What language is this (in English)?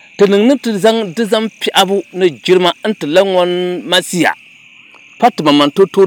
Dagbani